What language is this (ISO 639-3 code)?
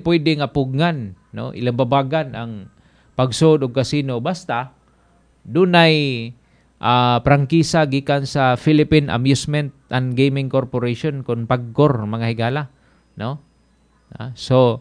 ceb